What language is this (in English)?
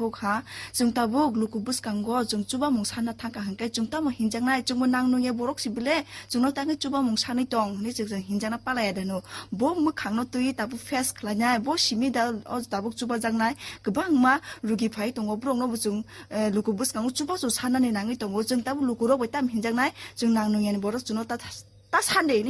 Kok Borok